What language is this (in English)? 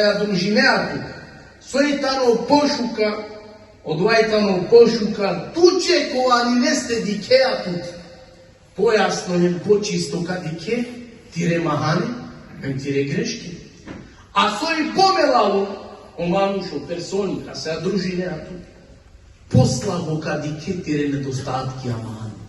Balkan Romani